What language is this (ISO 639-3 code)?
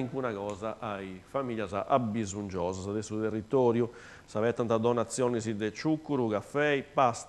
srd